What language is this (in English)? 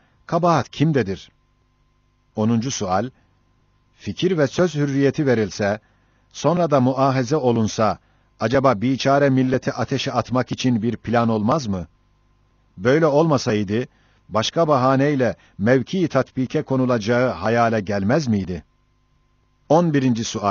Turkish